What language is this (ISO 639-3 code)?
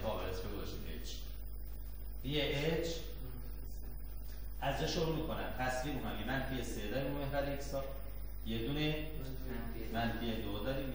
fas